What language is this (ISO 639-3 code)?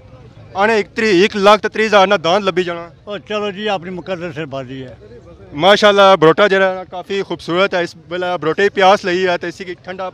phr